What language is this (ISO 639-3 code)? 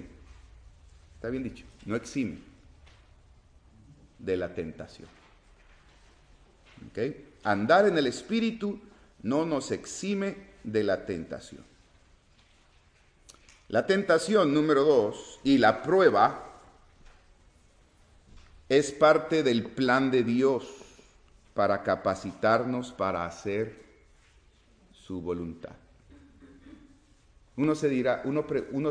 spa